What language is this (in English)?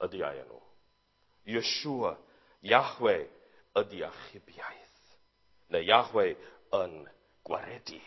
Welsh